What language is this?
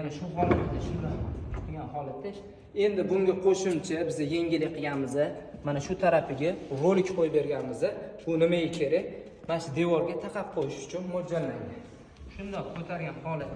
Uzbek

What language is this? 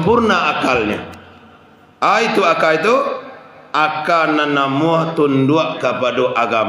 Minangkabau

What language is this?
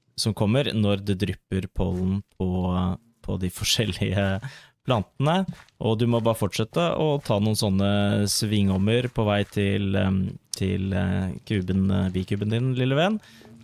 Norwegian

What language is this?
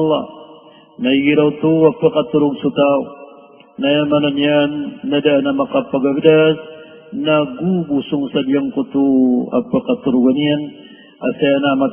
Maranao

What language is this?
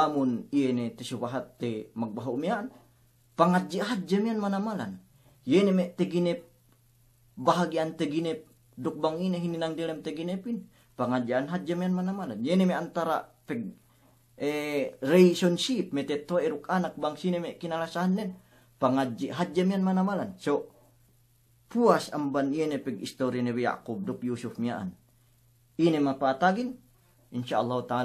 Yakan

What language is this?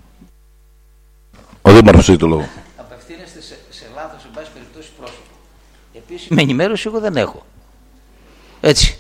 Greek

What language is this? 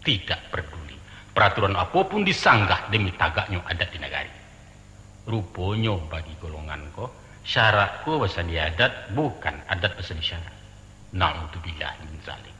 Minangkabau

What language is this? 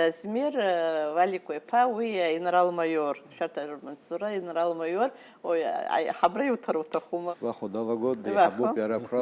Abkhazian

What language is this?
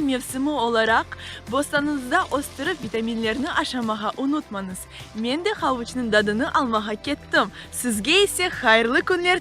Crimean Tatar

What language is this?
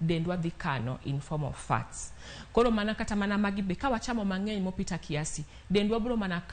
Luo (Kenya and Tanzania)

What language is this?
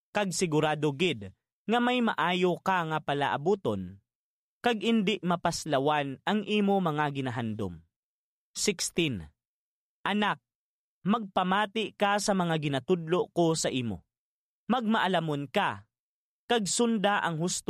Hiligaynon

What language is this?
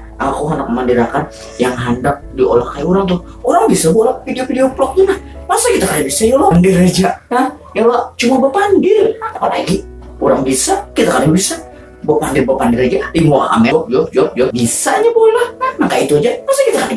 Banjar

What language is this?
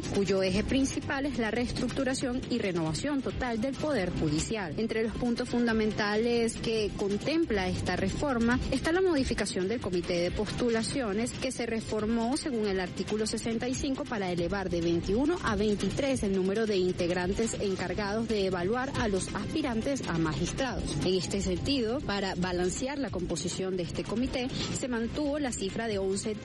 Spanish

